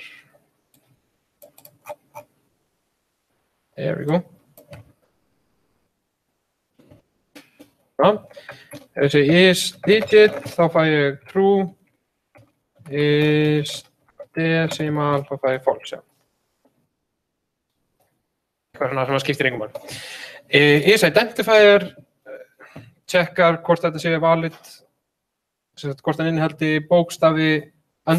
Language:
Icelandic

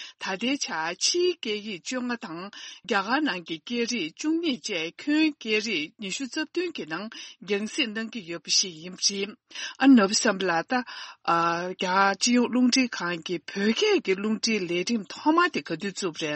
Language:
Tibetan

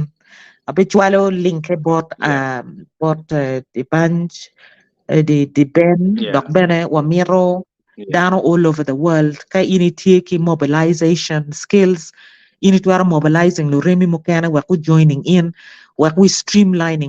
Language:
Acoli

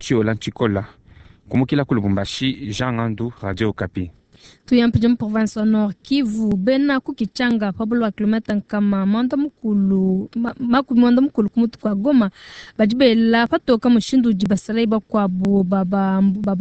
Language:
Luba-Lulua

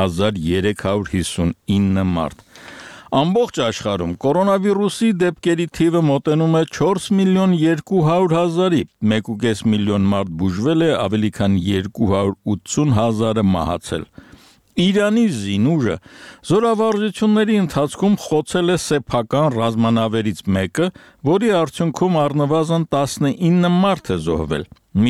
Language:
Armenian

